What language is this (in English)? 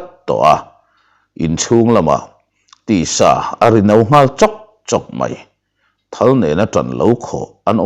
Mizo